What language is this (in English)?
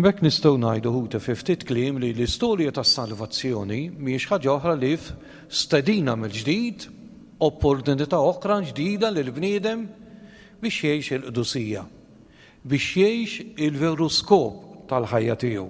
Maltese